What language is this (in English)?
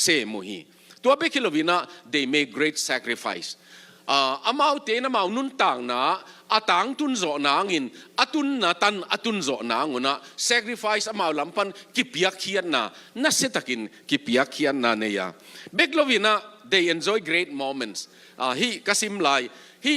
Tedim Chin